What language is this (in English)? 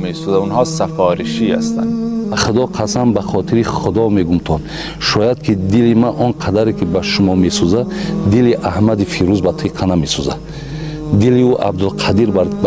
Persian